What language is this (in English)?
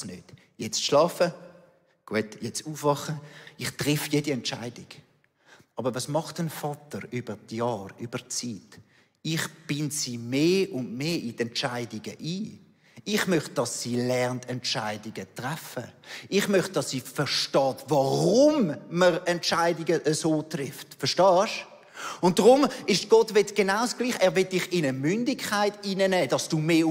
Swiss German